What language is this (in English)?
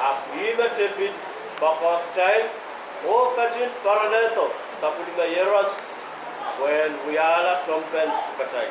Pohnpeian